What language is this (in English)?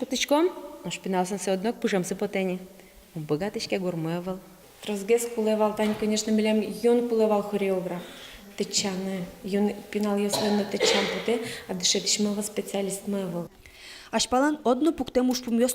Udmurt